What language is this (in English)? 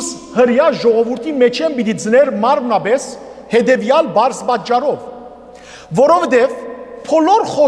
Western Armenian